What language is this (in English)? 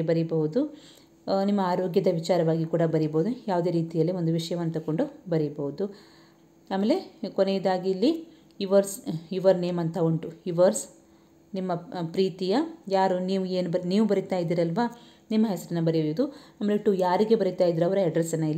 Kannada